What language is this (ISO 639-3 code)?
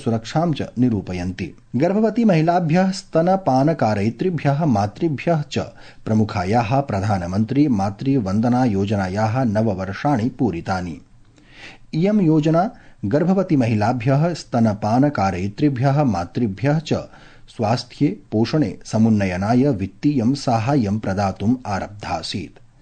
san